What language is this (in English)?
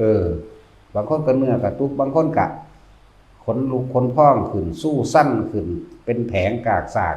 Lao